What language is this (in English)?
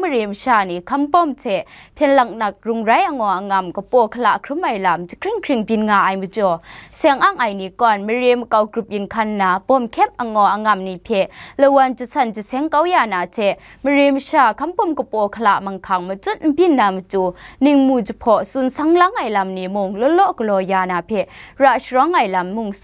Kachin